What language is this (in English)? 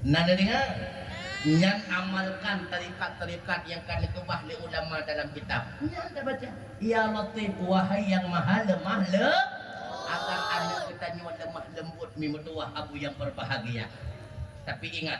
Achinese